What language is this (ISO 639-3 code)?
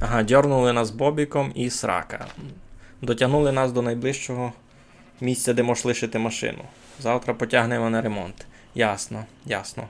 rue